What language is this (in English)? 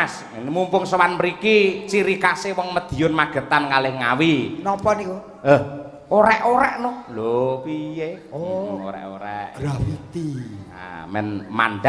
Javanese